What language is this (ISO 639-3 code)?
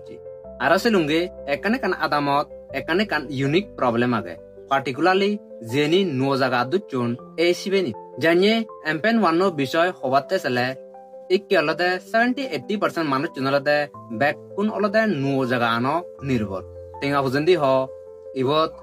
ccp